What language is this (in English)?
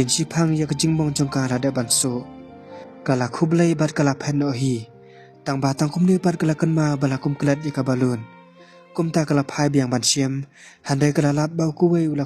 Khasi